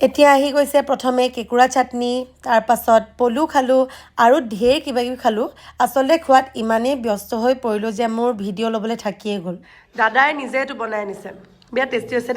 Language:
Assamese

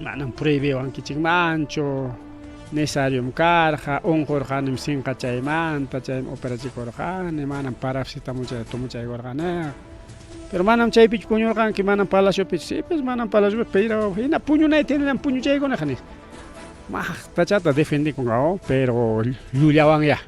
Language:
Ayacucho Quechua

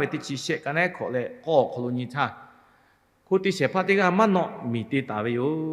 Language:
Lahu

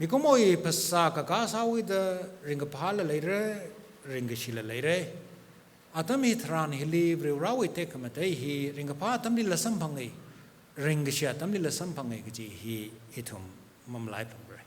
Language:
Tangkhul Naga (India)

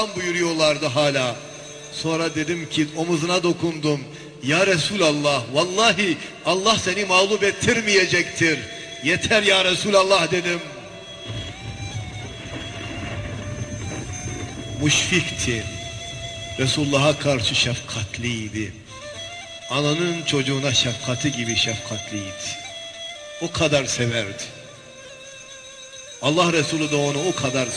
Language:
Turkish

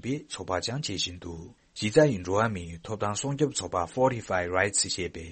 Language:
Tibetan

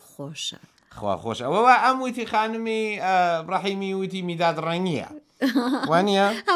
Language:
Central Kurdish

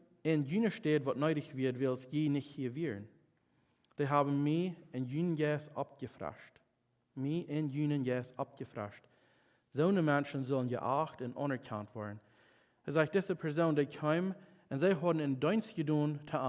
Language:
Plautdietsch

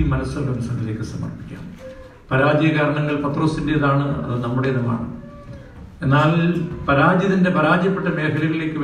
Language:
Malayalam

